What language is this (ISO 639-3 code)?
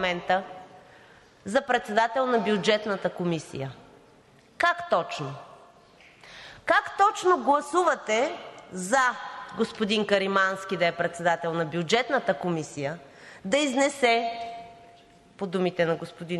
bul